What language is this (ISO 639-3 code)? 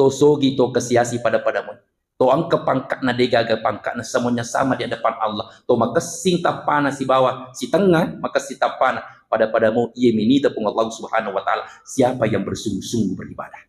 bug